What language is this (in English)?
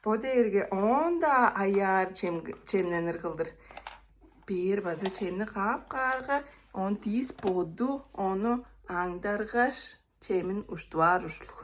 Tuvinian